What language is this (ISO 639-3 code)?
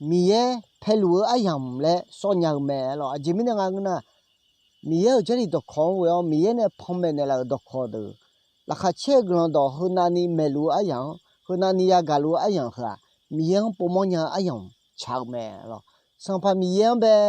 ahk